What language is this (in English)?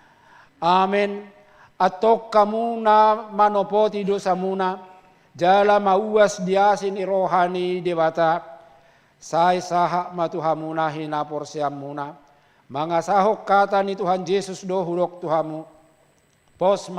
Batak Toba